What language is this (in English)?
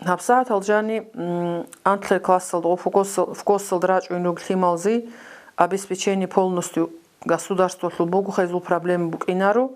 Avaric